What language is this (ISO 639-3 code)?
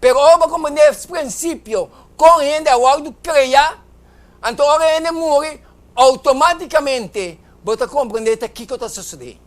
pap